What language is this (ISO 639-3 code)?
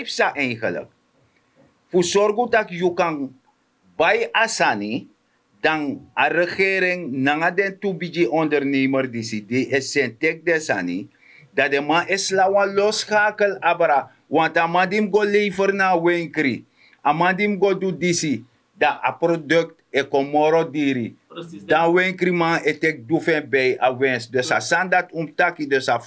srn